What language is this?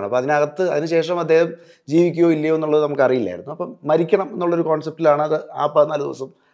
Malayalam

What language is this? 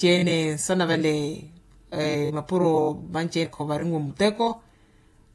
Makhuwa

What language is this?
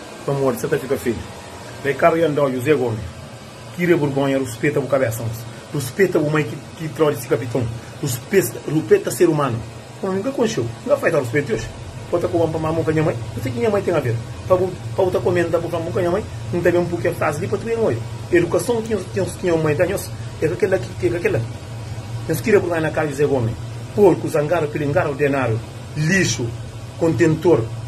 Kabuverdianu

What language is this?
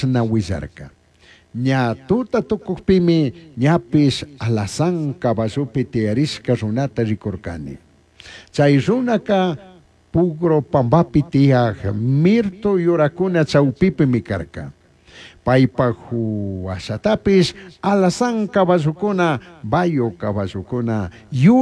Chimborazo Highland Quichua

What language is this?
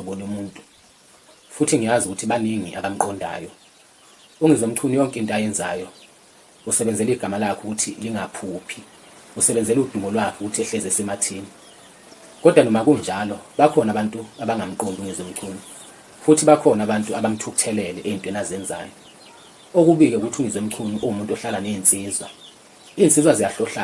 Zulu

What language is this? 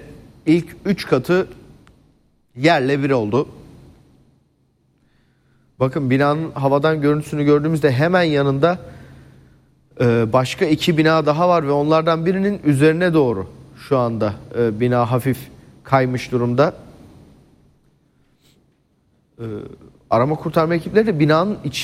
Turkish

